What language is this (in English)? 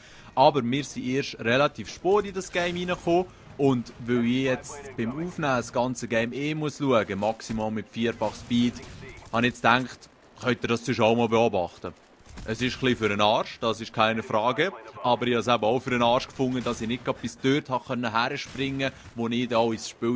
Swiss German